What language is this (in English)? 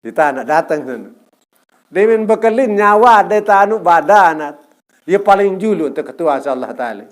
Sasak